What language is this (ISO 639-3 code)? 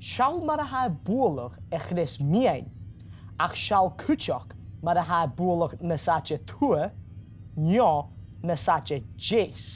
gla